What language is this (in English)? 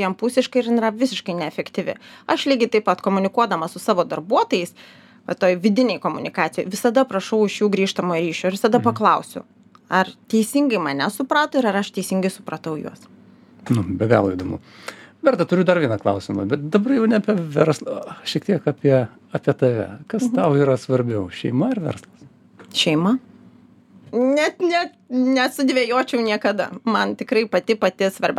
Lithuanian